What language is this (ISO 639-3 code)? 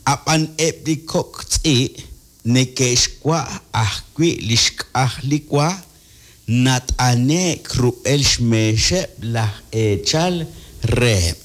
kek